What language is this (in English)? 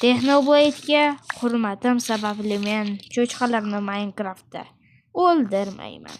Uzbek